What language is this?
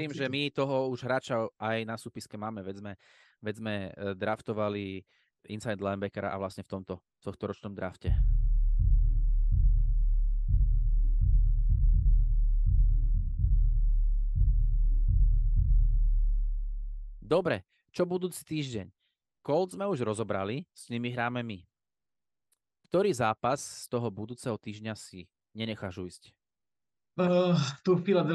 Slovak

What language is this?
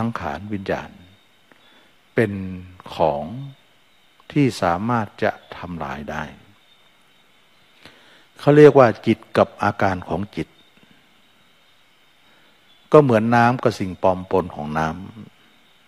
Thai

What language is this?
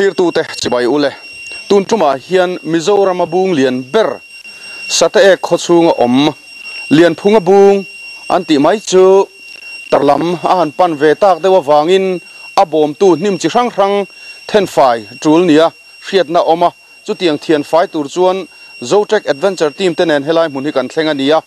Mizo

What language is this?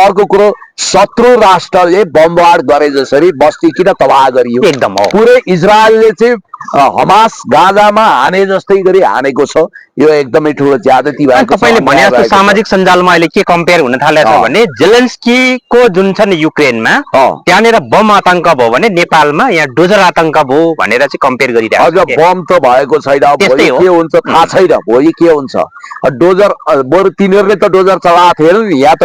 Nepali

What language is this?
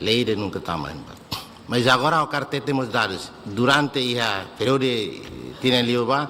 Tetum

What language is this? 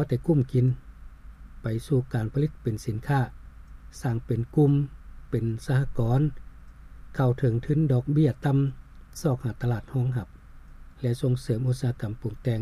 Lao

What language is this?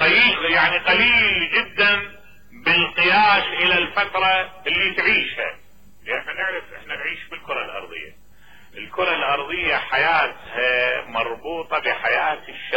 Mesopotamian Arabic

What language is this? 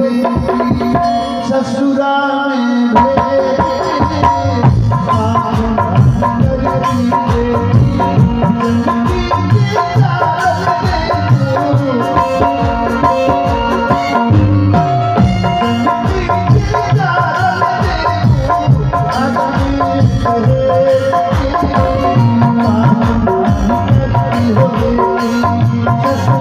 Bhojpuri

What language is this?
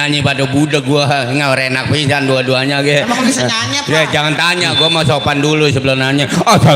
Betawi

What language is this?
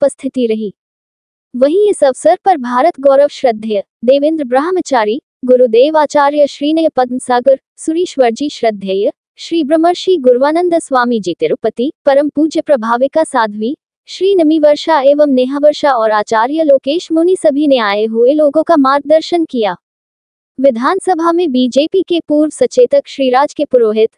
Hindi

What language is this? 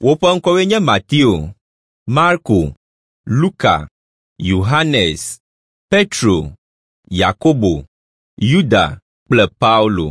Ewe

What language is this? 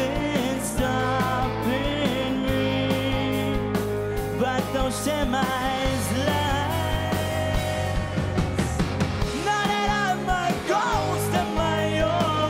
English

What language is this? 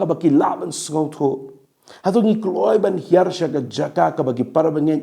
Khasi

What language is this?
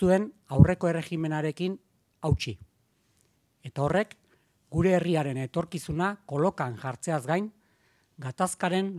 Basque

